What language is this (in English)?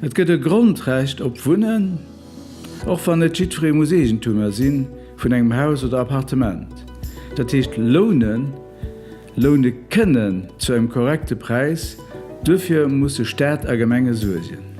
Luxembourgish